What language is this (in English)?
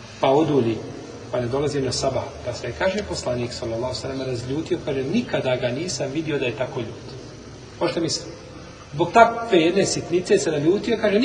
Bosnian